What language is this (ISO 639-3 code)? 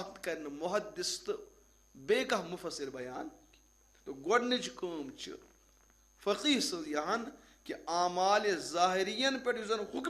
kas